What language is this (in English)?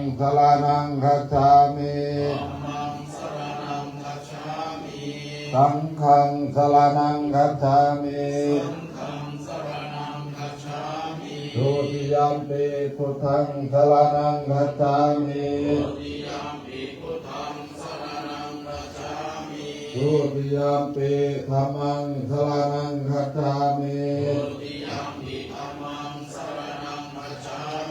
Pali